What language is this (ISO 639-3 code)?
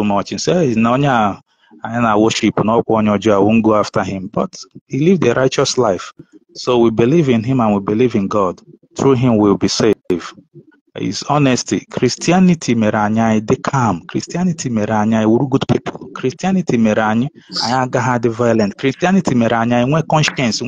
ibo